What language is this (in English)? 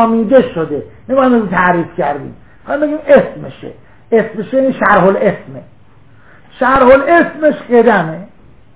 Persian